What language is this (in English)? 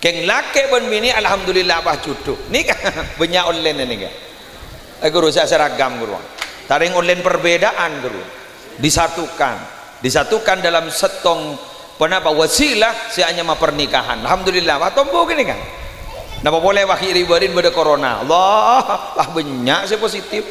Madurese